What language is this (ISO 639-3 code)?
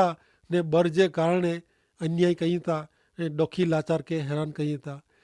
kfr